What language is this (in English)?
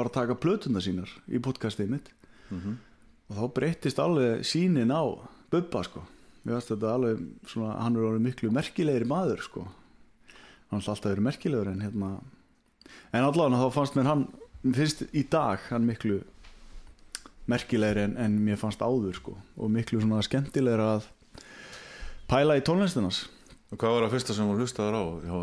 Icelandic